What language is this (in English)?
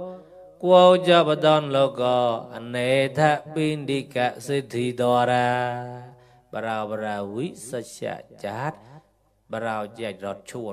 Mon